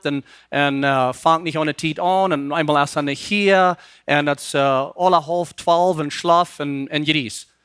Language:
Plautdietsch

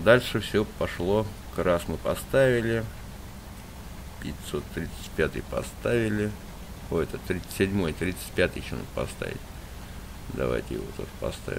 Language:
Russian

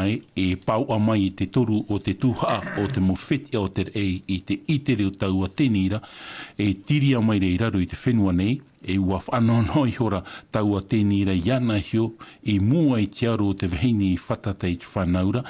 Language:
Tahitian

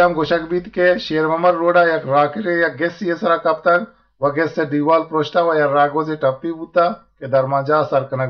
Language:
Eastern Balochi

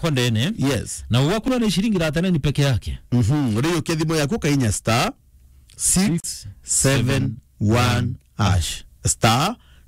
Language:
Meru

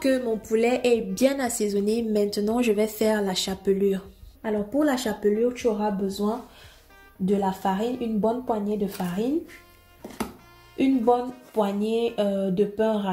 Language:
French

